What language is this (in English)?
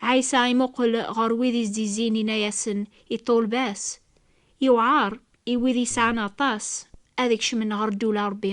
Kabyle